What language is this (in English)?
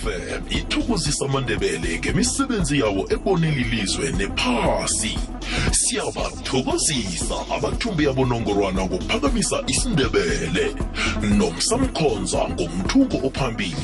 South Ndebele